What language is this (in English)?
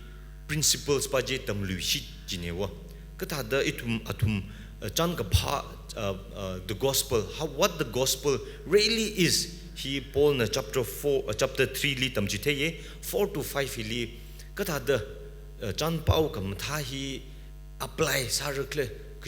Tangkhul Naga (India)